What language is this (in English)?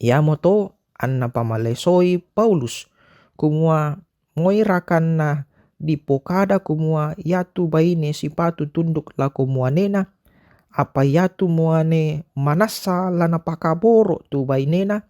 Toraja-Sa'dan